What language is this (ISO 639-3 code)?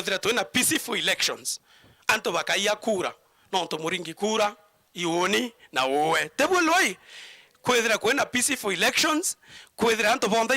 mer